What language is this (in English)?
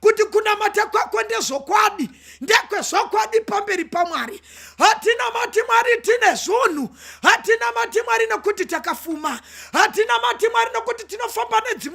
Shona